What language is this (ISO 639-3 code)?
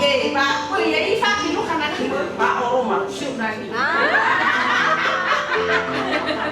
nia